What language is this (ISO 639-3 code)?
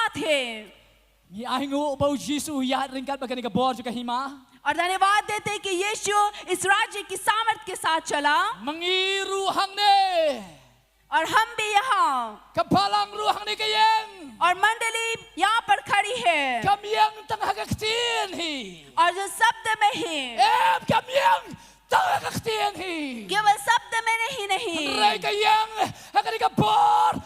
kha